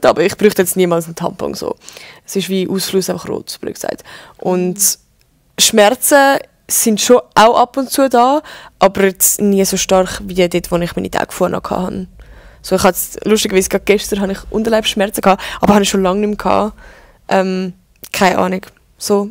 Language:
Swiss German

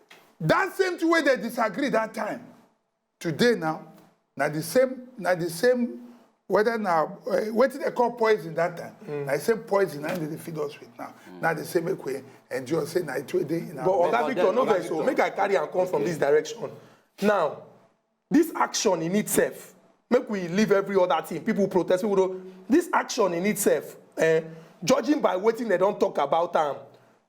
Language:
Nigerian Pidgin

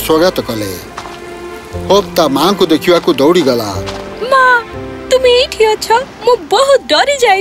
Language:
Odia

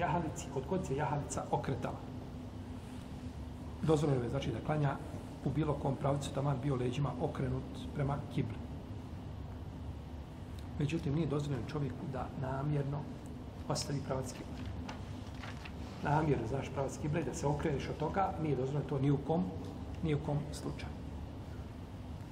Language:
Bosnian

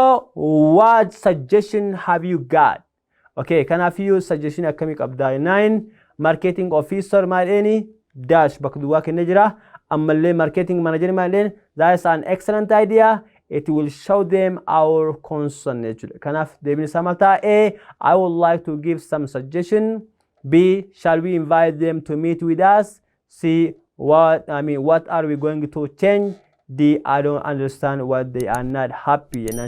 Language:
Oromo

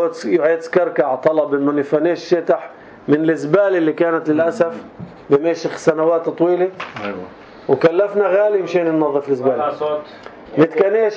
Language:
North Levantine Arabic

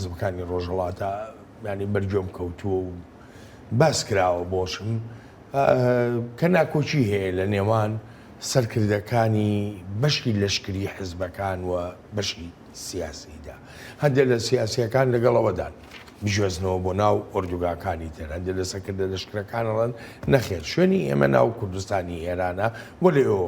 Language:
Central Kurdish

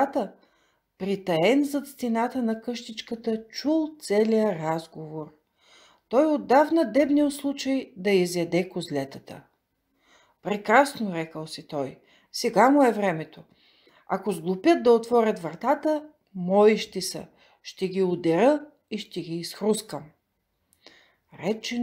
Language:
Bulgarian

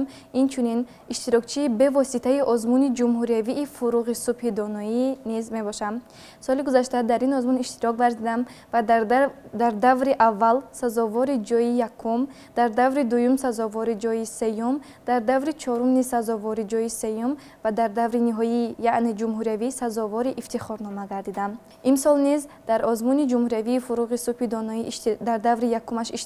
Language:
Tajik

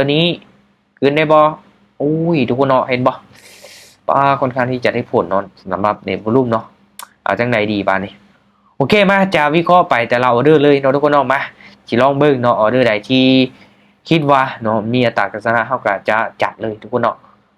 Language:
Lao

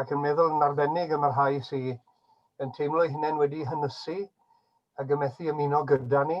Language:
Welsh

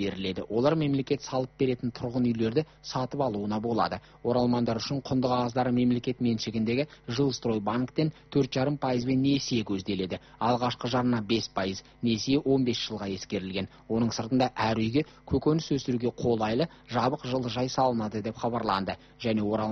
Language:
Kazakh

